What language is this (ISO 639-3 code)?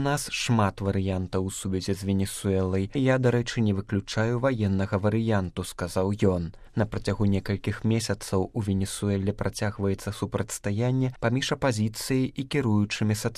bel